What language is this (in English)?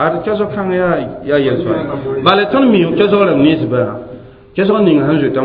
Mossi